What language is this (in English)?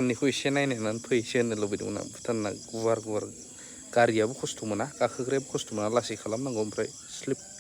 Bodo